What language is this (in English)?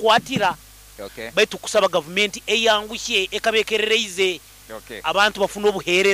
Nyoro